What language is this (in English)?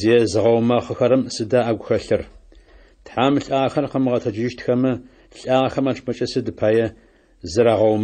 Adyghe